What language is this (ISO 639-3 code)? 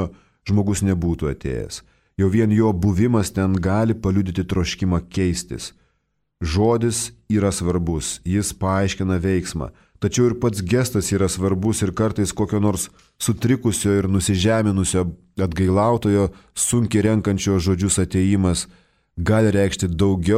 lit